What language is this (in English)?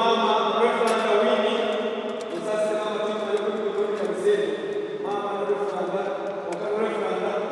Nyankole